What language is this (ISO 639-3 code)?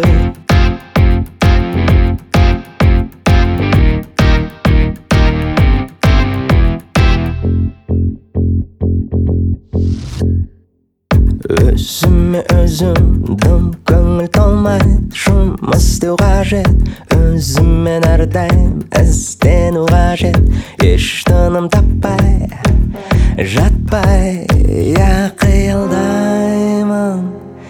kaz